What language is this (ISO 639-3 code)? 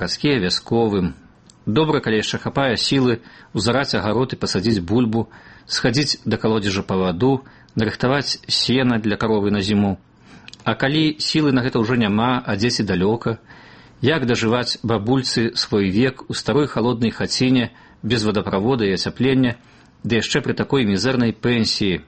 bel